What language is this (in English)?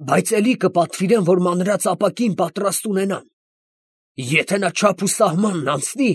Armenian